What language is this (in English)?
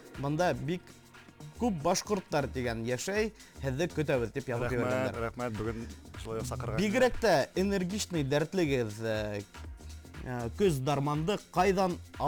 Bashkir